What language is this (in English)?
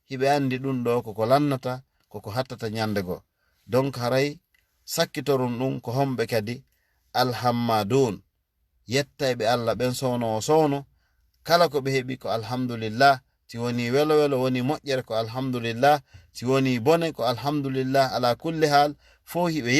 Fula